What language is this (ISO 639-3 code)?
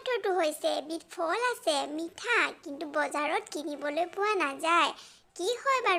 asm